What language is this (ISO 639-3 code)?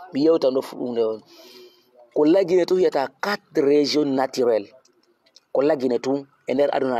ful